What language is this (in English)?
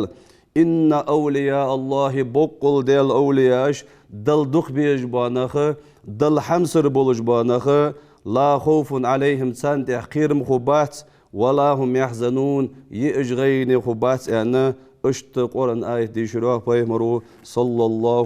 Ingush